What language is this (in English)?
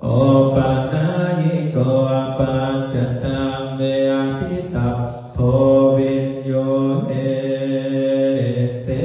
Pali